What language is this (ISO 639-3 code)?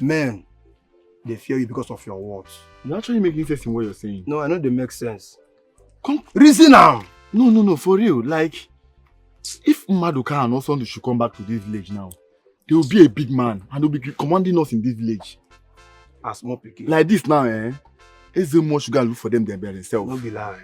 pcm